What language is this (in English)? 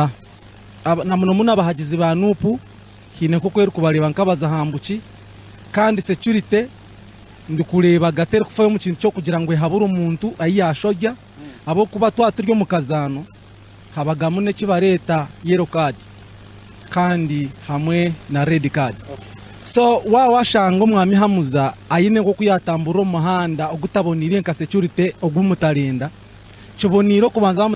Nyankole